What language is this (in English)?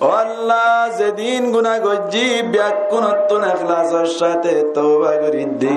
Rohingya